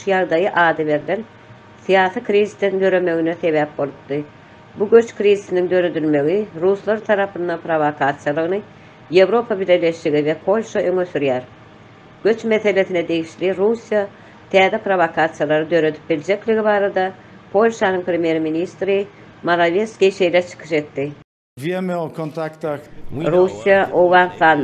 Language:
Turkmen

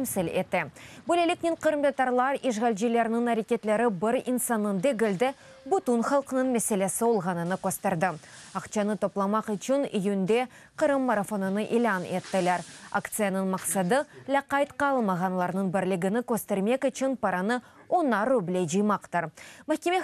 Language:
Crimean Tatar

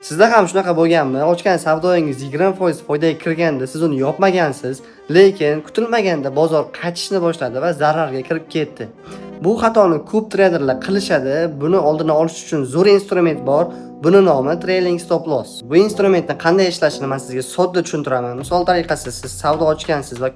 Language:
Uzbek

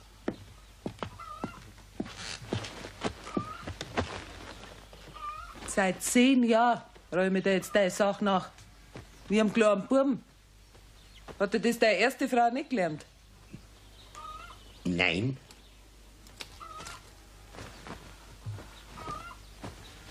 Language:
German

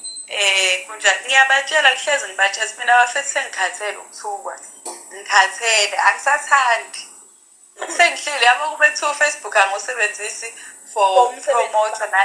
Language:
Zulu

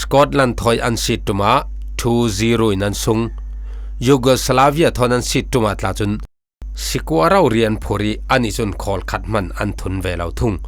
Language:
Falam Chin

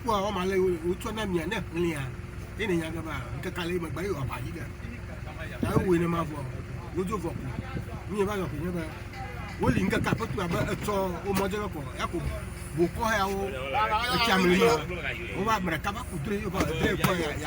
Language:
Ewe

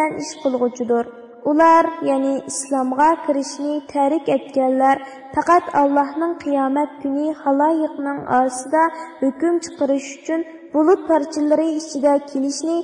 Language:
Uyghur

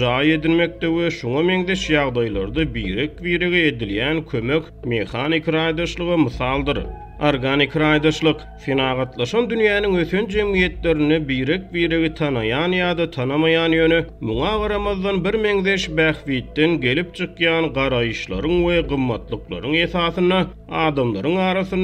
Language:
Turkmen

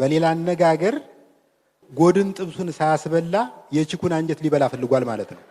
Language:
Amharic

